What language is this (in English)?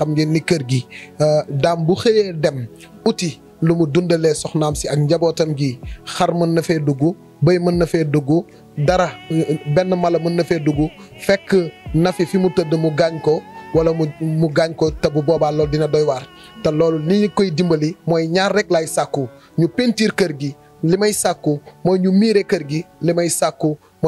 Wolof